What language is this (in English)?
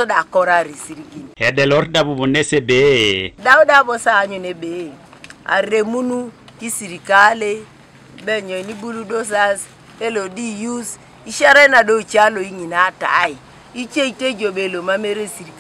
Teso